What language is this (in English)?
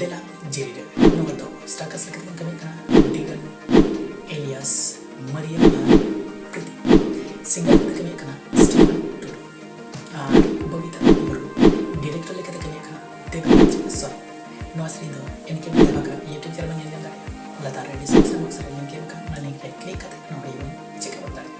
Santali